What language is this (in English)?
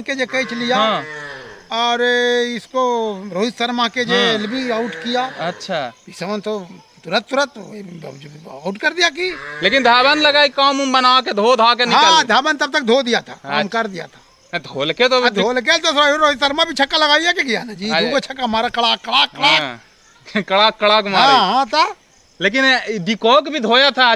Magahi